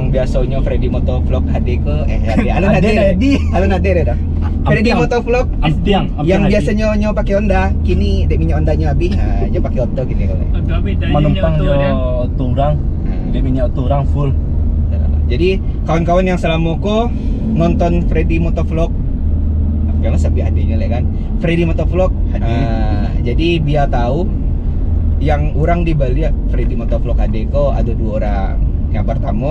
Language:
Minangkabau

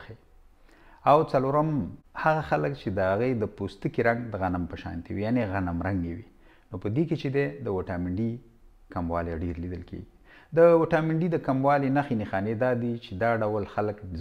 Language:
Pashto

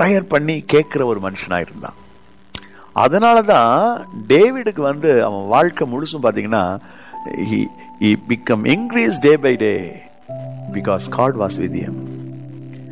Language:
Tamil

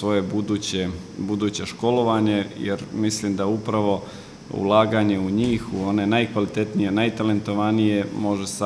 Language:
Serbian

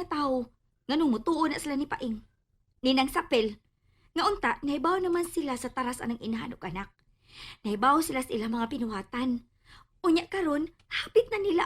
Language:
Cebuano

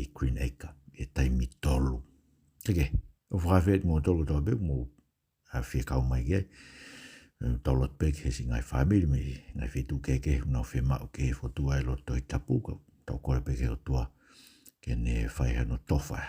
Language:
Tongan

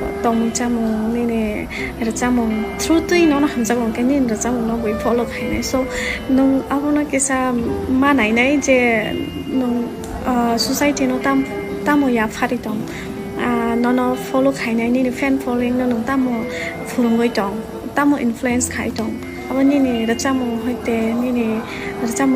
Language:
Kok Borok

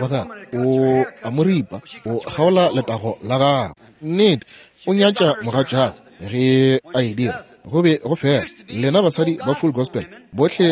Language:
Northern Sotho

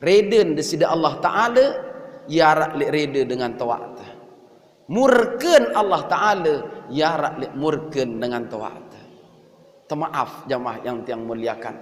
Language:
Sasak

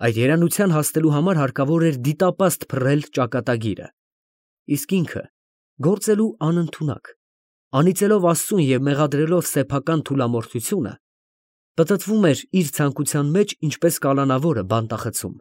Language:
Armenian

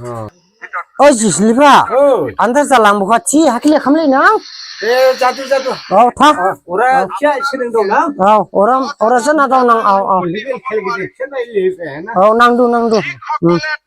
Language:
Dimasa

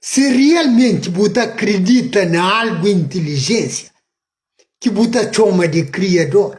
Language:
Kabuverdianu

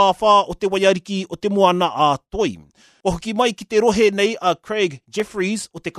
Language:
Māori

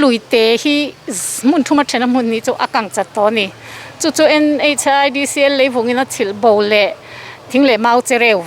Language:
Mizo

